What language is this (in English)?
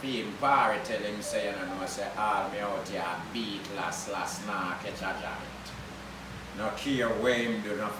Jamaican Creole English